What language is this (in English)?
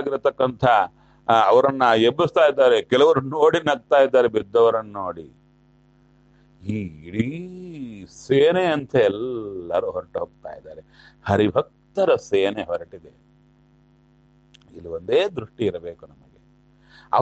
Kannada